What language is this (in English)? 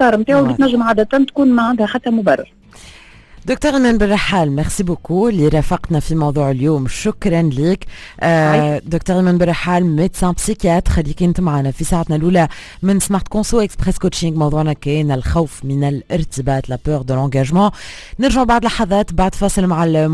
Tunisian Arabic